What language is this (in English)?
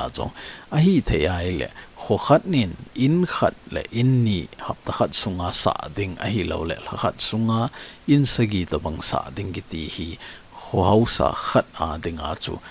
Thado Chin